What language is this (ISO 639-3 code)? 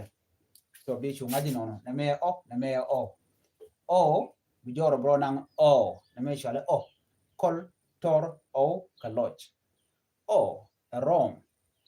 nus